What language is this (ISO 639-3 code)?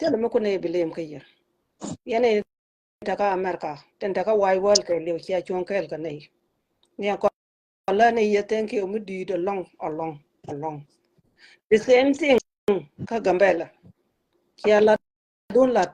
nus